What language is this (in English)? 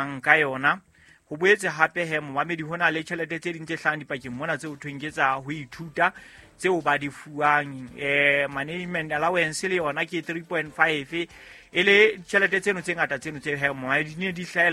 Southern Sotho